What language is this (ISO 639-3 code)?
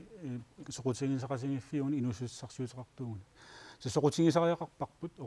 kal